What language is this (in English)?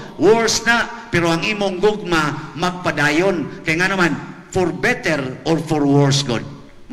Cebuano